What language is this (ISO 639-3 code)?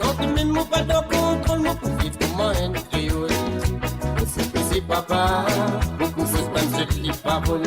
mfe